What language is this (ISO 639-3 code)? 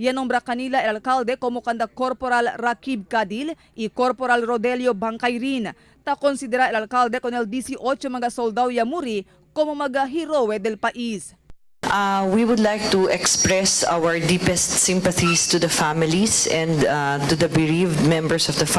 cbk